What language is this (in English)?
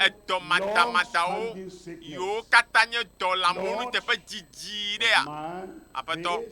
Ewe